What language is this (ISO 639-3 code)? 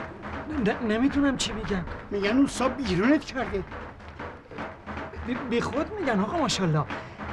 fas